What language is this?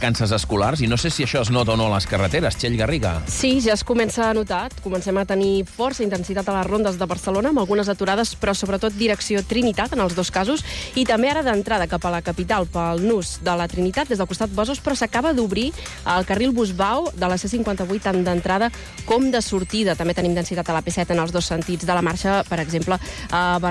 Catalan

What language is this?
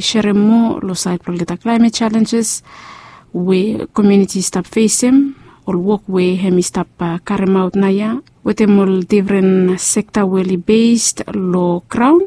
Bislama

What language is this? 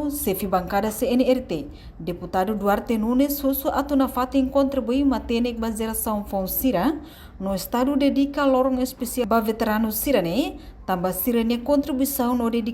Tetum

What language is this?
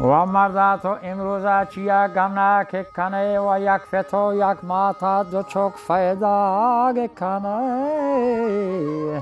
Baluchi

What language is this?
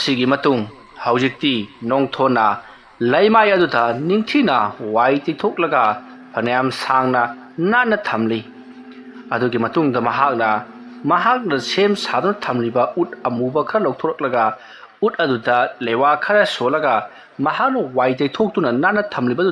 Manipuri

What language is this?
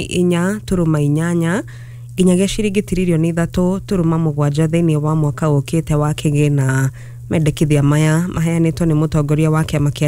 Kikuyu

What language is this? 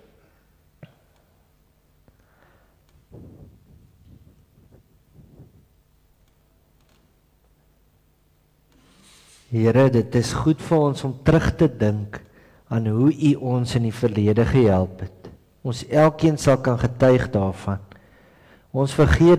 Afrikaans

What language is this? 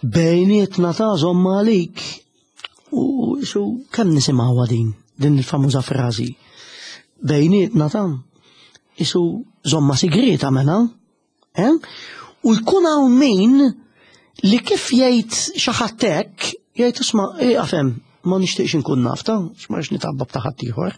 Maltese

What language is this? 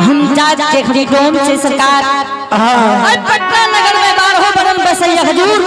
Angika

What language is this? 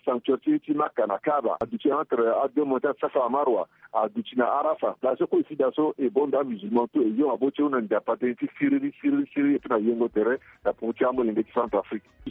Sango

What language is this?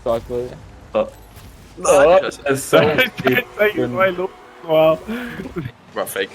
Bavarian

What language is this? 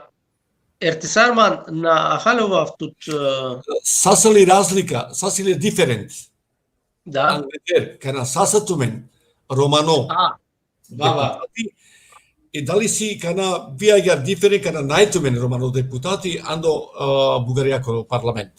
Balkan Romani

